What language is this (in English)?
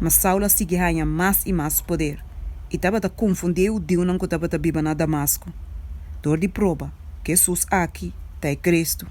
Papiamento